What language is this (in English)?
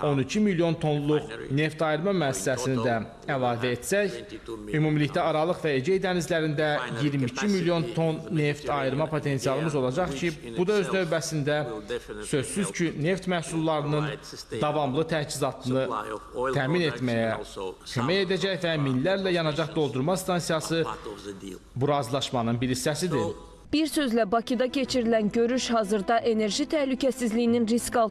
Azerbaijani